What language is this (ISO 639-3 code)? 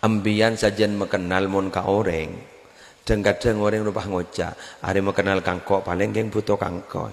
mad